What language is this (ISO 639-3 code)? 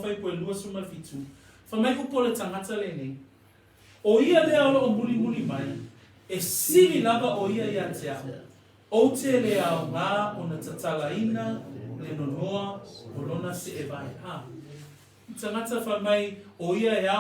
smo